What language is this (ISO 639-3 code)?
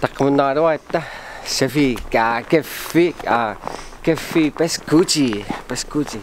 kal